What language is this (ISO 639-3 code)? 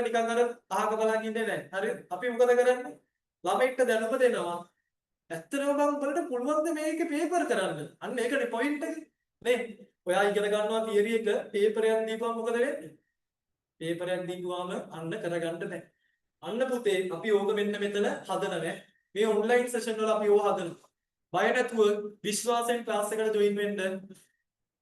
sin